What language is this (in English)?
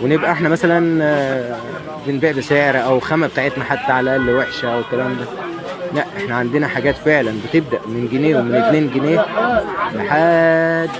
Egyptian Arabic